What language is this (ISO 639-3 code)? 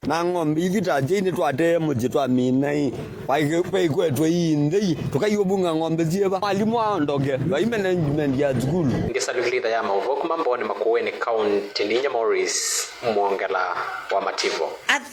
kam